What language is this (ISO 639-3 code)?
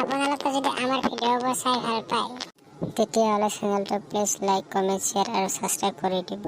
asm